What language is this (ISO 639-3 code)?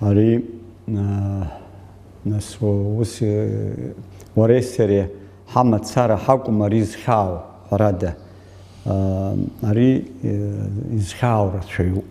abk